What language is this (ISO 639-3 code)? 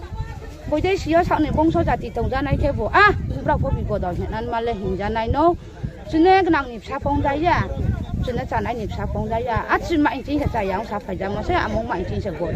ria